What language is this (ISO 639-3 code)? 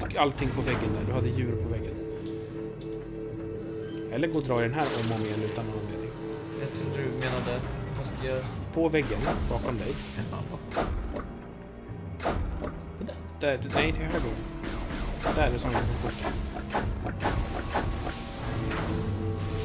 swe